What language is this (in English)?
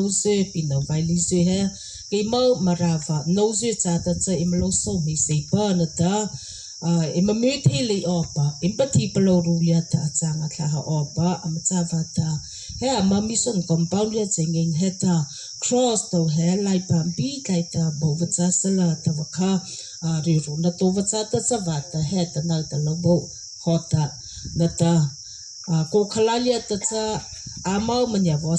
Mara Chin